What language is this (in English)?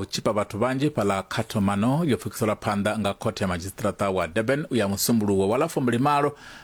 Venda